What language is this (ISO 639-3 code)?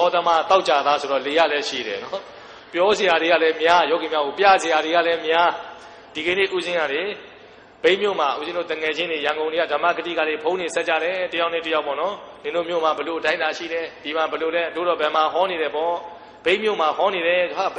mya